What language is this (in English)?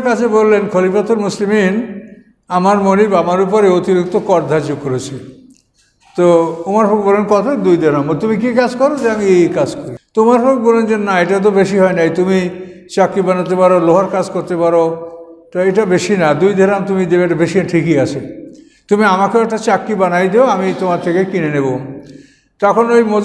Bangla